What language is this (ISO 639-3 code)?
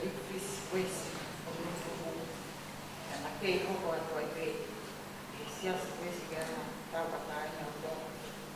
ton